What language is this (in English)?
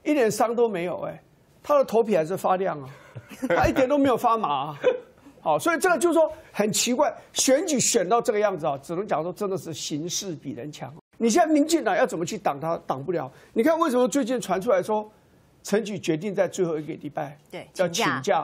Chinese